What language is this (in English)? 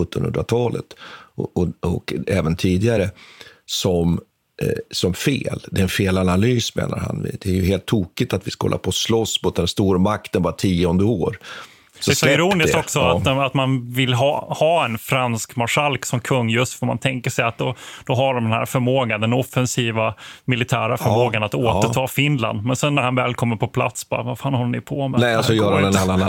Swedish